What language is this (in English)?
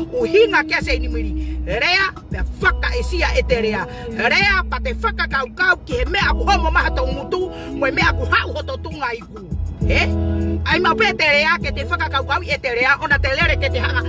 Tongan